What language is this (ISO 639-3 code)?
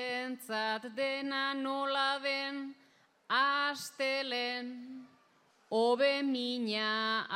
eus